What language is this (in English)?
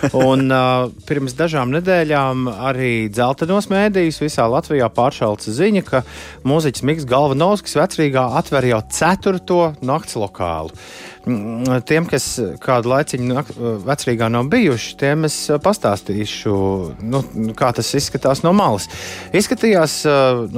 Latvian